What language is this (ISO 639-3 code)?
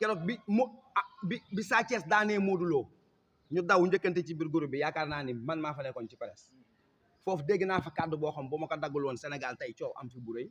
wol